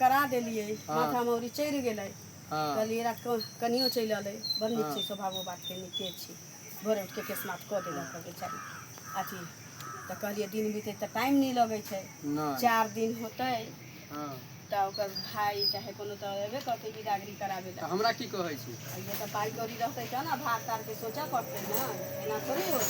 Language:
Maithili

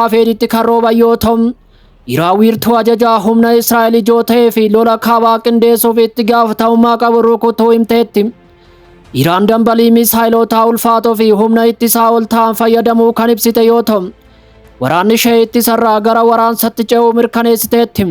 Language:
Oromo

